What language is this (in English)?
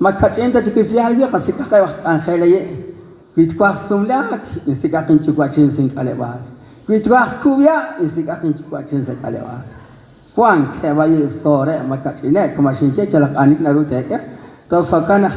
Kekchí